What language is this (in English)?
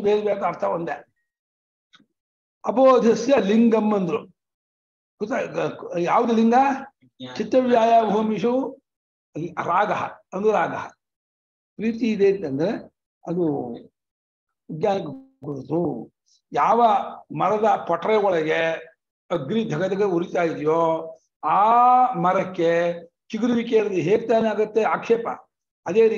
Kannada